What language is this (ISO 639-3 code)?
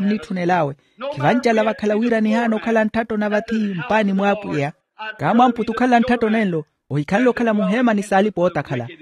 vmw